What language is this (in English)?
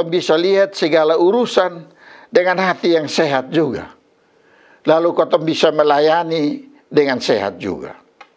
Kupang Malay